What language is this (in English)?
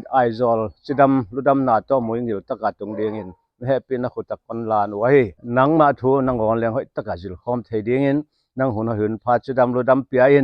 Paite Chin